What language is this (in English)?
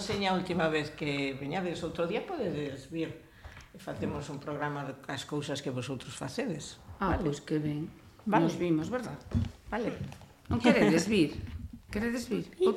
Galician